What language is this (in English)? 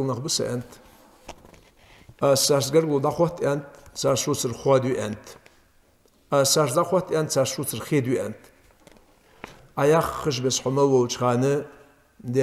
Ingush